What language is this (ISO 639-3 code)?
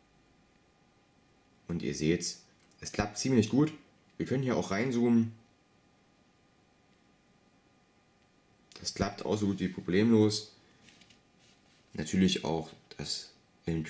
deu